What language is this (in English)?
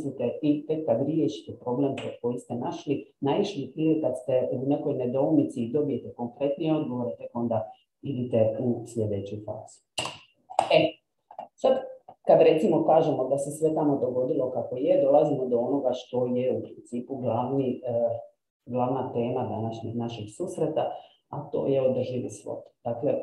Croatian